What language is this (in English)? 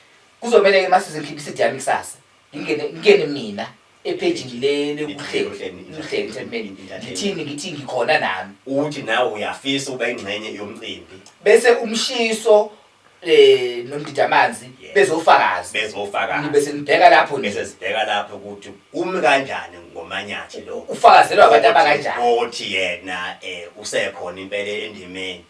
Zulu